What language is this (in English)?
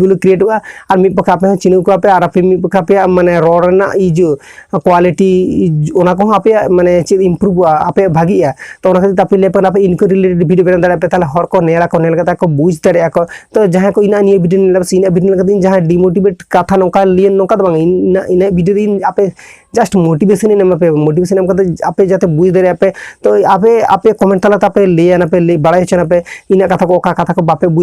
Santali